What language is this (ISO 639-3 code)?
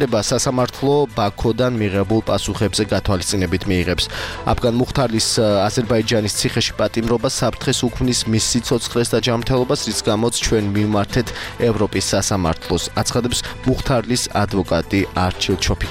kat